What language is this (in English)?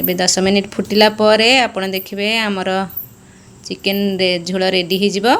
Odia